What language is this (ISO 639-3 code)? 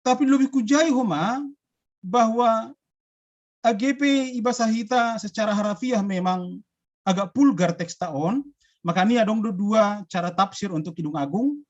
bts